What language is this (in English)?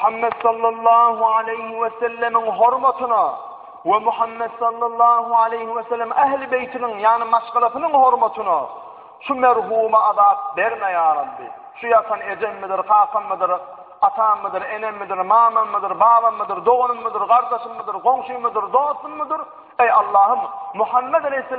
Turkmen